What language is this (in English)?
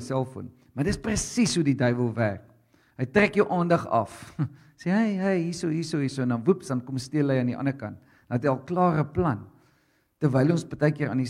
Afrikaans